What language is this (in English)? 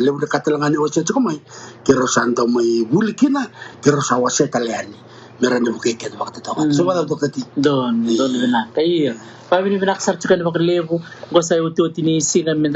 Fijian